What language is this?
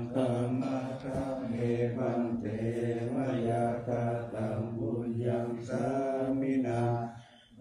Pali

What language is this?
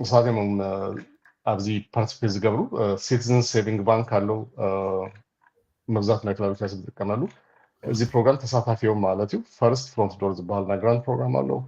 Tigrinya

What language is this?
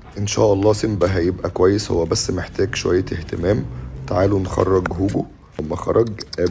Egyptian Arabic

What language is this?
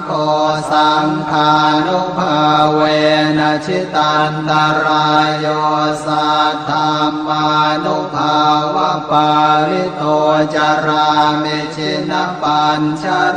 Pali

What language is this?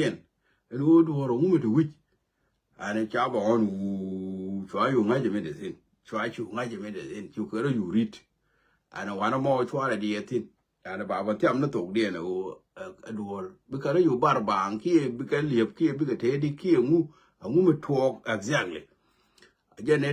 Nuer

